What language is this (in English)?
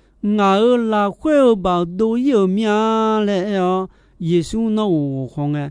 Akha